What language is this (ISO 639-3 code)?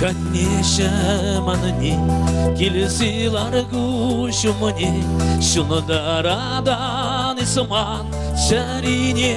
chv